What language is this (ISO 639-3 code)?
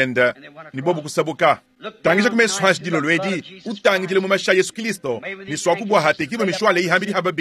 lua